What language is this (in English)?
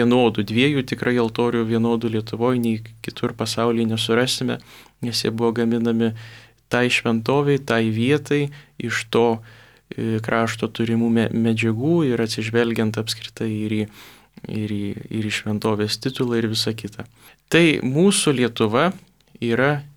Lithuanian